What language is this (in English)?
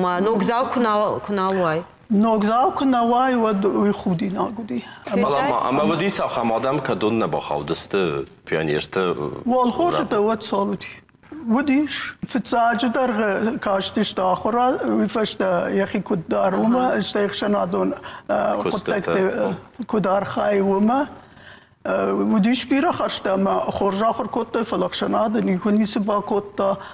Ossetic